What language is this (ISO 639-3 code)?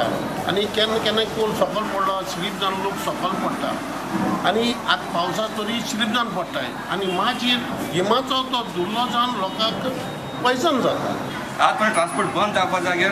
kok